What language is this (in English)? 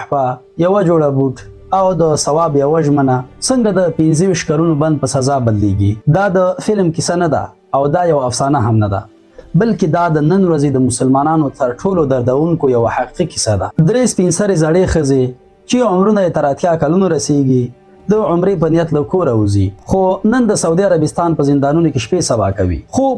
Pashto